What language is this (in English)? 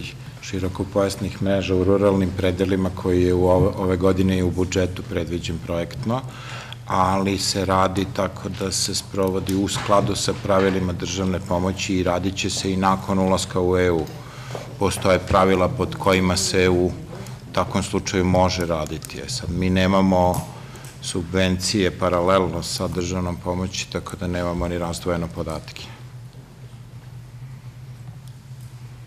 Serbian